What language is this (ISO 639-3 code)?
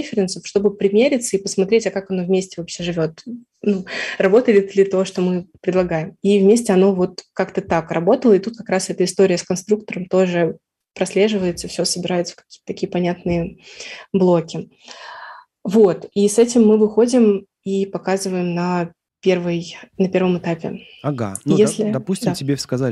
rus